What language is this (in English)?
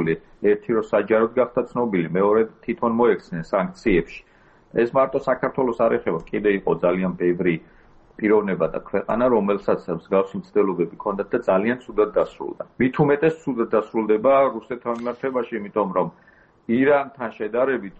Georgian